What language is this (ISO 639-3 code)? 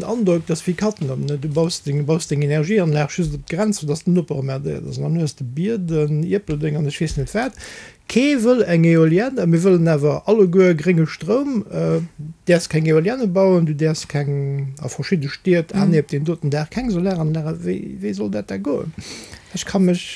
ltz